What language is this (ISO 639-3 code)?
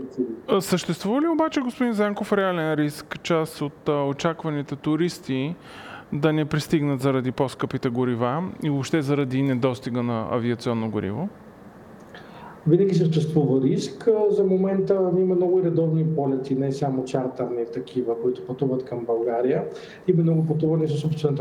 bul